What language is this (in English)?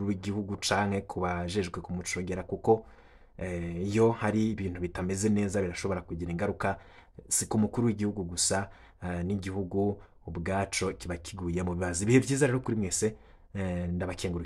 Rundi